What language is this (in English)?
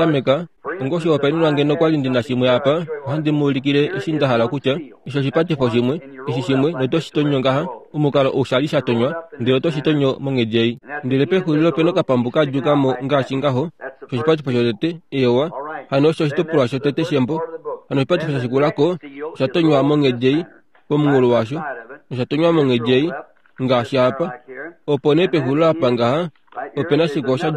Kuanyama